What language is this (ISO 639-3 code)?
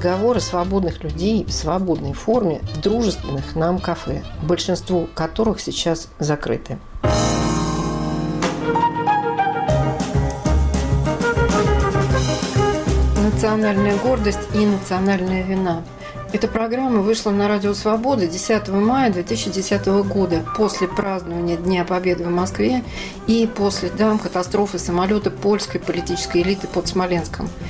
rus